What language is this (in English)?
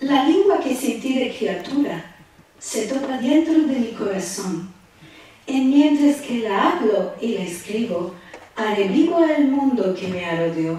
Ladino